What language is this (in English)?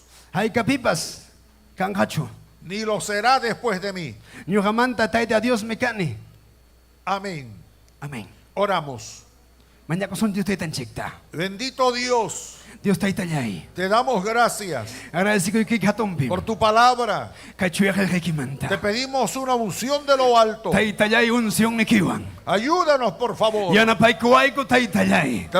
Ayacucho Quechua